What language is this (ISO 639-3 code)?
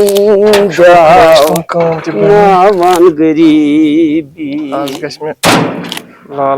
kas